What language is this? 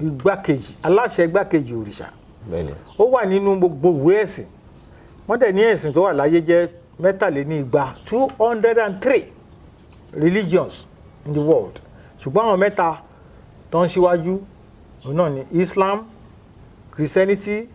Yoruba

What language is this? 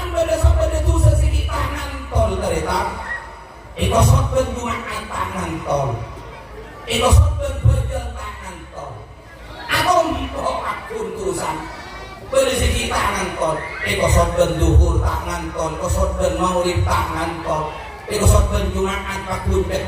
Madurese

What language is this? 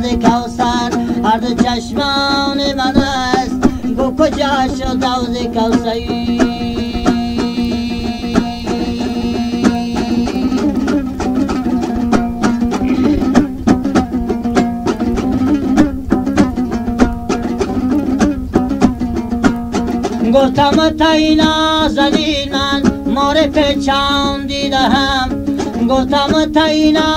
Persian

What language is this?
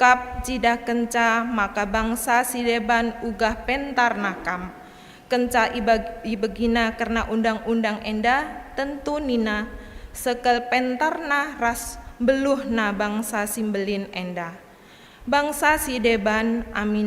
Batak Karo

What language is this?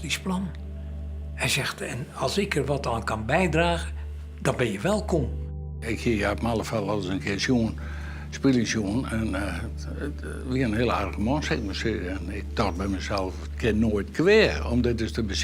Western Frisian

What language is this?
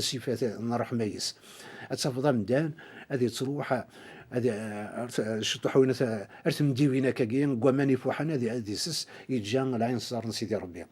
Kabyle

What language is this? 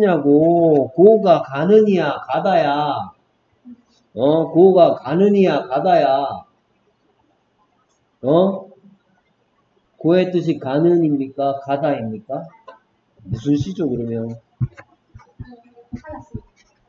Korean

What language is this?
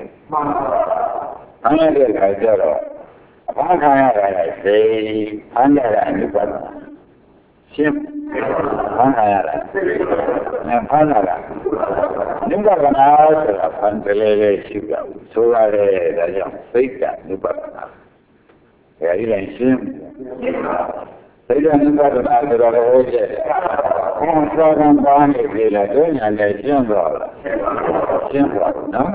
Burmese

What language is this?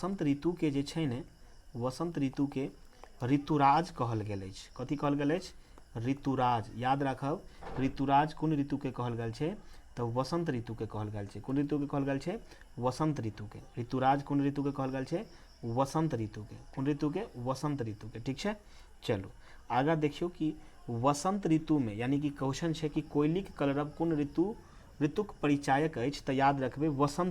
Maithili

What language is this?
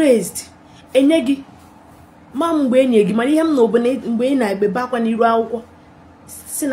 Igbo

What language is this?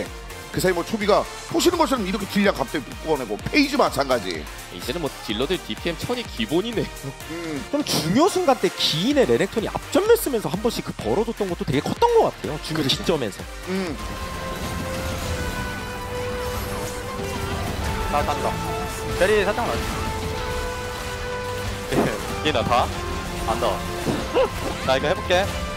Korean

